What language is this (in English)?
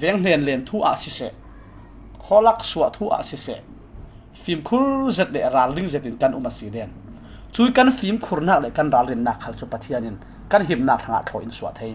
Falam Chin